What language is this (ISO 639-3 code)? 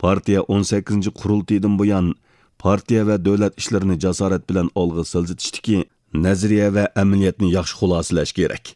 uig